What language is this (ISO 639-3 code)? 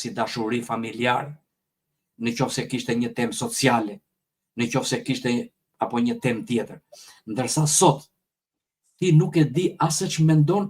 sqi